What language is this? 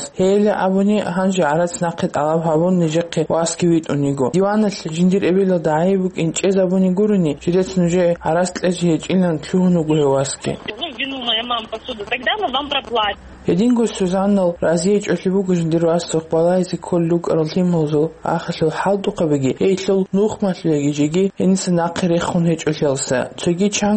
Avaric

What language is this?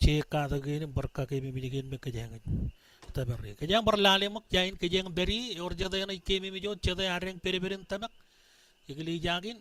Marshallese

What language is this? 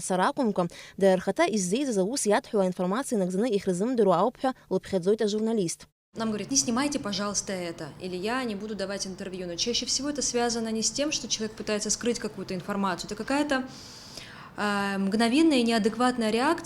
Abkhazian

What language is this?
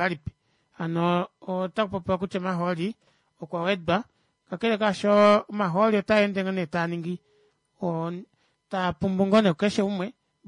Kuanyama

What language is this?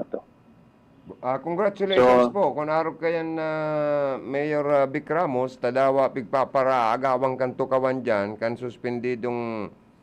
Bikol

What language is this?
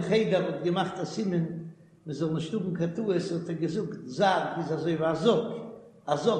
Yiddish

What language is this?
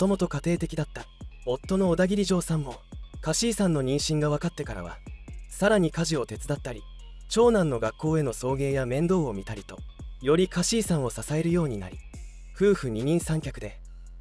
Japanese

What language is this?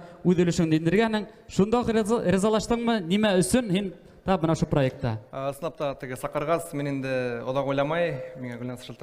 Bashkir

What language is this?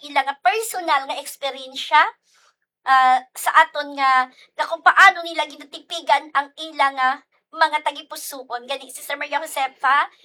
Hiligaynon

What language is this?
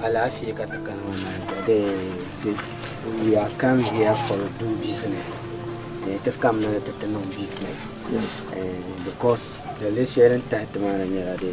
Dagbani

